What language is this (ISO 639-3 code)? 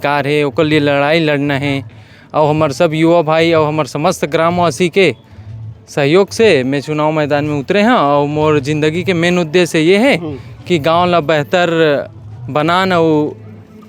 hne